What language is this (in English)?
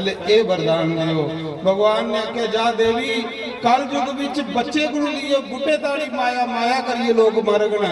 Dogri